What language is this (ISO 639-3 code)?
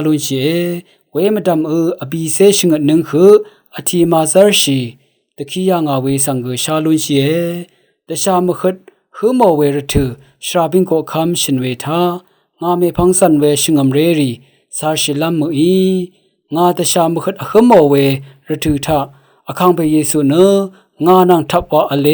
raw